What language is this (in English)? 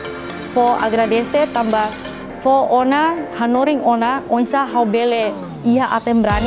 Tetum